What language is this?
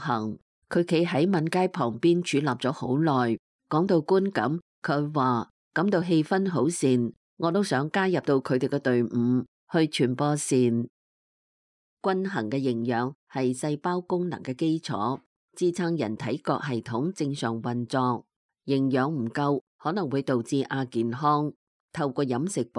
Cantonese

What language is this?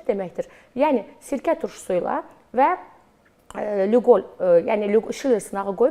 Azerbaijani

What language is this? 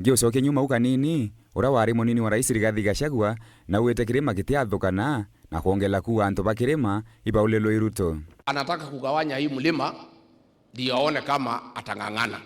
Meru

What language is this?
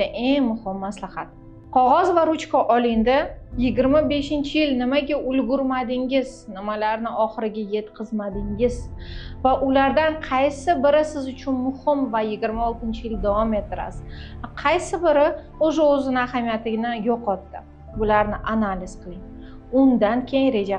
Uzbek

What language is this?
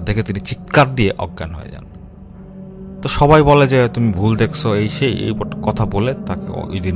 Bangla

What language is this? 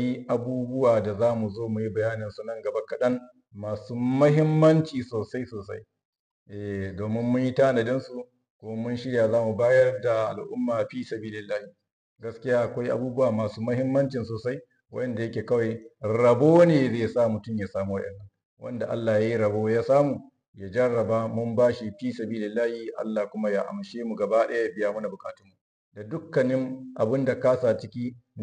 Hausa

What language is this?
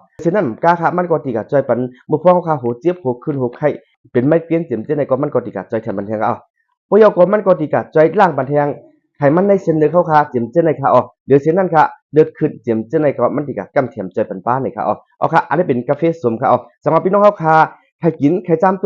Shan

